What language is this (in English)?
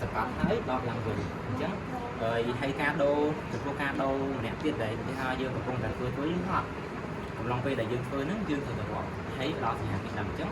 Khmer